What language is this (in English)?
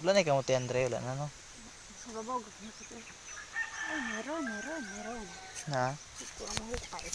Cebuano